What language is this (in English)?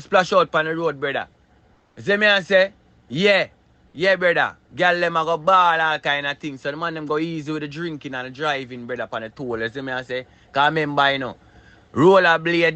Jamaican Creole English